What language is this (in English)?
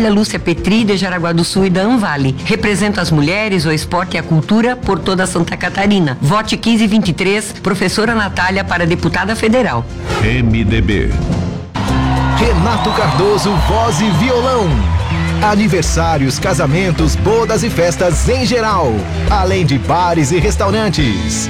Portuguese